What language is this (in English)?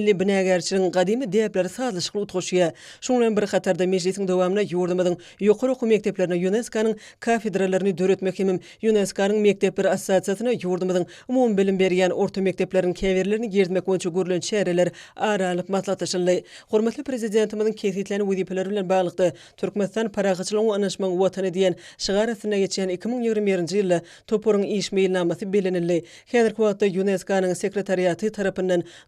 Turkmen